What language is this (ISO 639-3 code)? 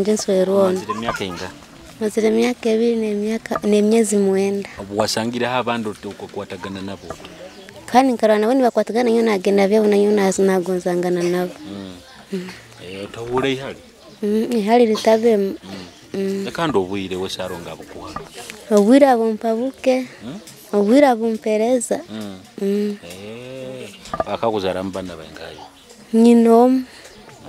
nyo